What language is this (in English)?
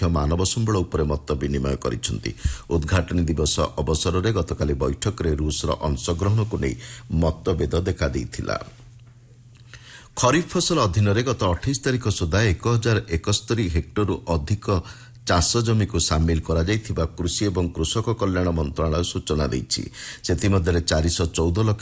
Odia